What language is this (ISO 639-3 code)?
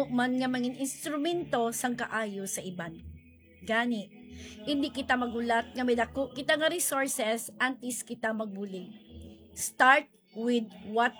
hil